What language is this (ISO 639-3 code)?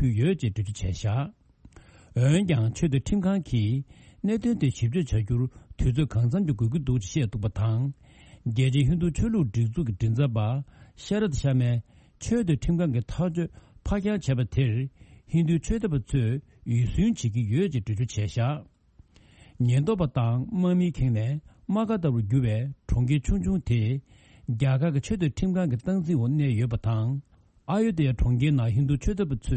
bod